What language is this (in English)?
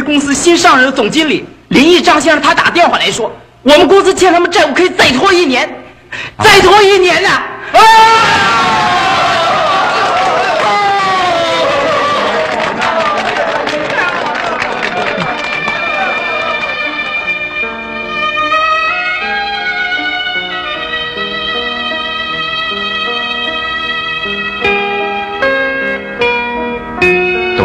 Chinese